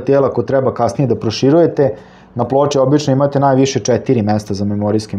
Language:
Serbian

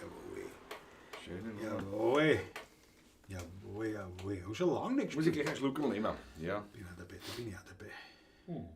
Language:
Bavarian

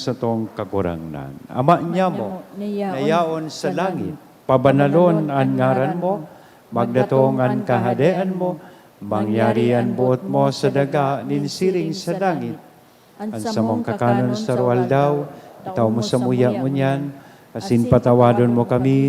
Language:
Bikol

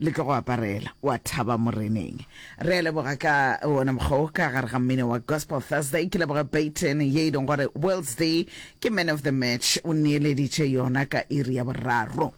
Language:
Northern Sotho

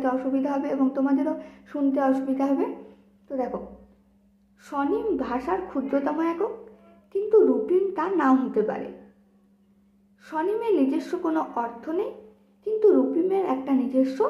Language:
Bangla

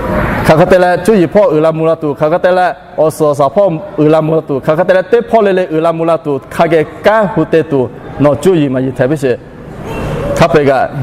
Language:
Lahu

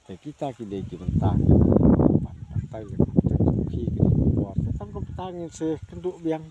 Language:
Khasi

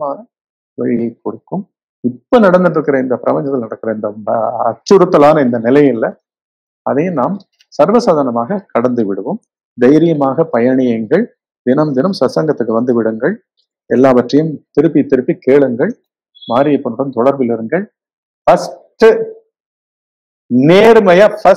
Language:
Tamil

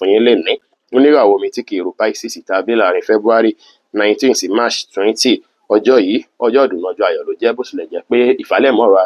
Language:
Yoruba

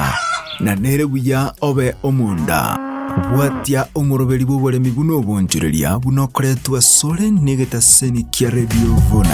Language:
Gusii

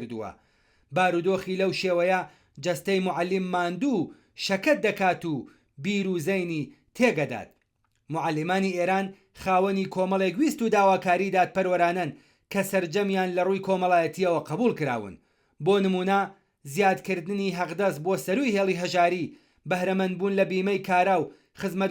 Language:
Central Kurdish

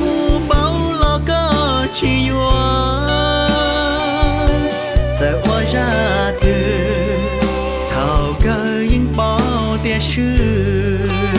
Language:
Hmong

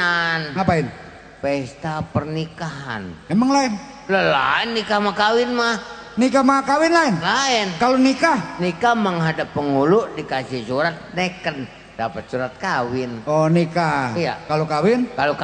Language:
Betawi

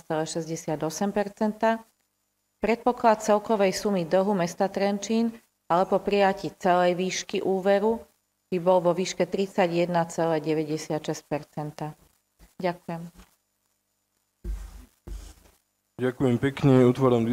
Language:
Slovak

